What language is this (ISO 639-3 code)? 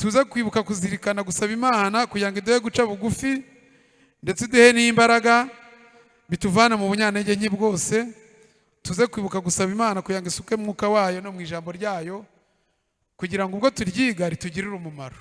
kin